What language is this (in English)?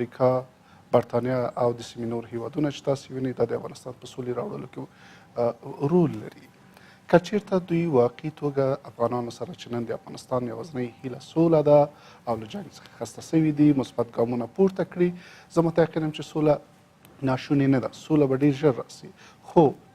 Pashto